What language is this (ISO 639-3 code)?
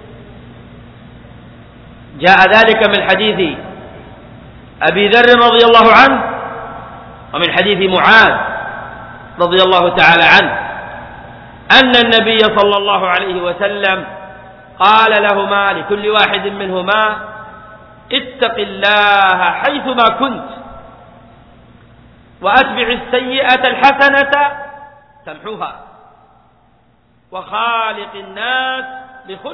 ara